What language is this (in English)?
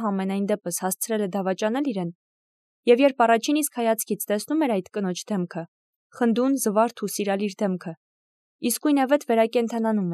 Armenian